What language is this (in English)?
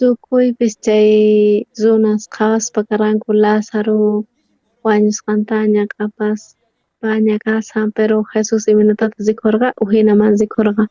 South Bolivian Quechua